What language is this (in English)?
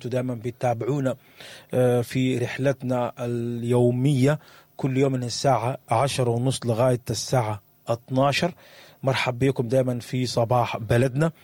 Sudanese Arabic